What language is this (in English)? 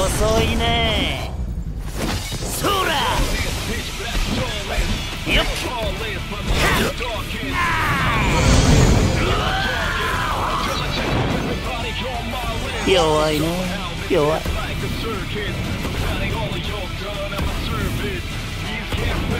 Japanese